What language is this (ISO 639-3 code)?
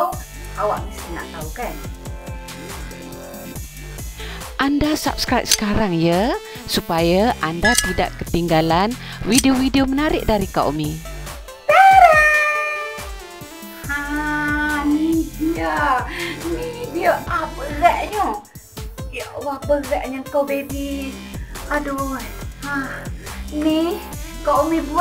msa